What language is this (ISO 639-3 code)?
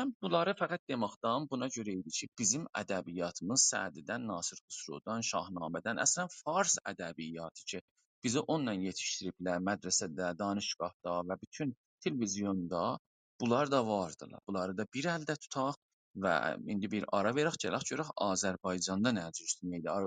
azb